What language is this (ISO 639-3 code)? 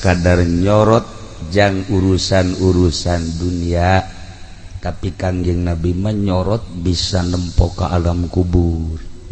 sun